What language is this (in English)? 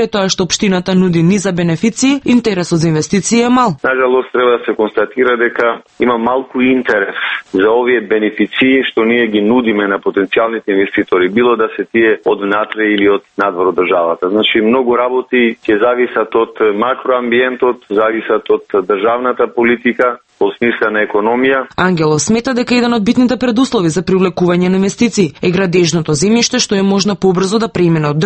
Macedonian